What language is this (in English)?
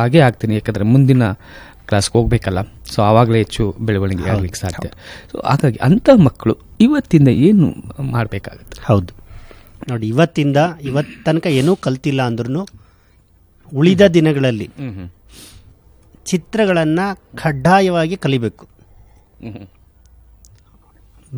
Kannada